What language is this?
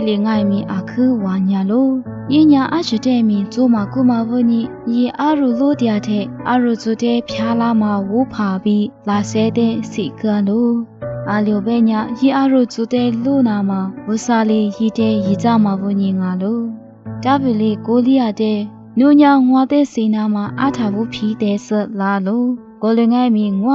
Lisu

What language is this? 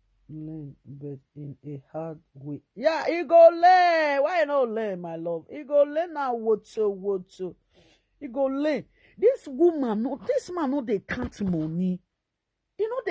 Nigerian Pidgin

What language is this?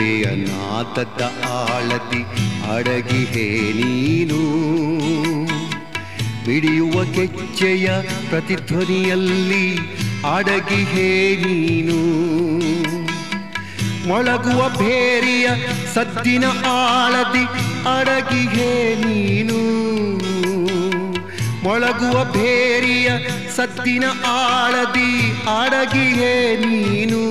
Kannada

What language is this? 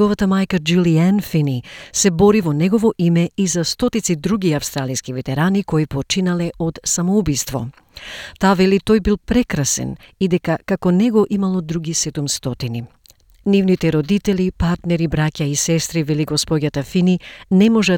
Macedonian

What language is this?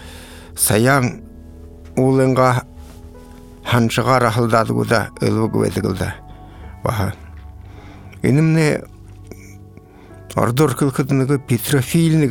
Buriat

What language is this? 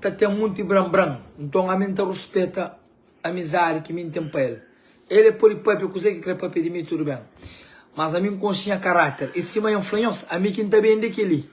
Kabuverdianu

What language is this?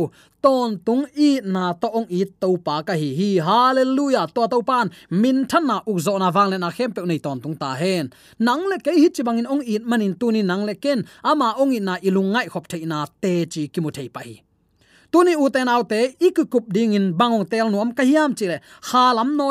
Tedim Chin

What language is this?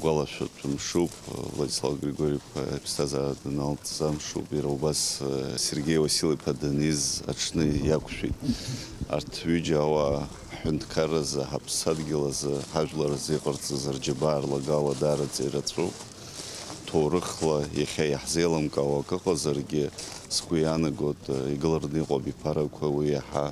Abkhazian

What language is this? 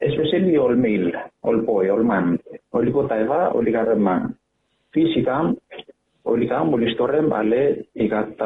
Bislama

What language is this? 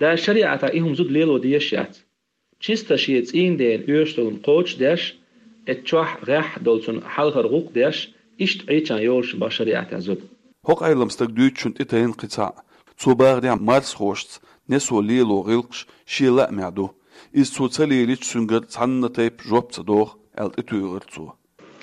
Chechen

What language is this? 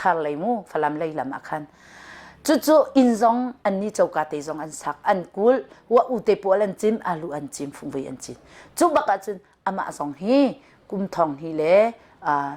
Hakha Chin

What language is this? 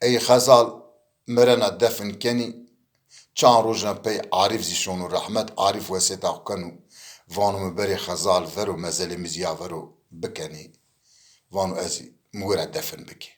Zaza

